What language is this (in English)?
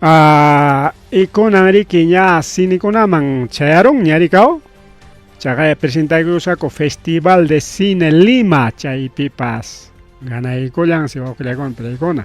Ayacucho Quechua